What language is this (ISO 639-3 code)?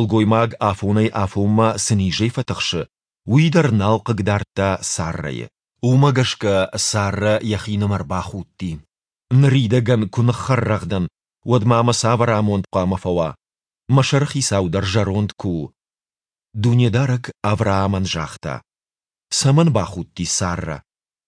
oss